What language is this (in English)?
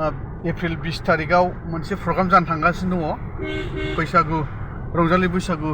Bodo